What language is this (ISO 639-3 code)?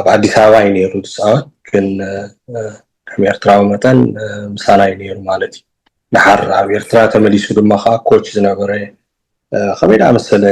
tir